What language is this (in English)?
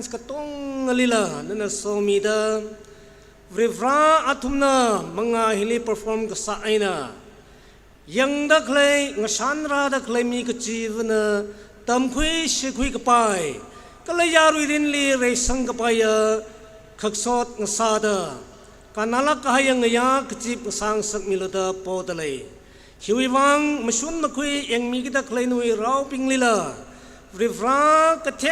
Tangkhul Naga (India)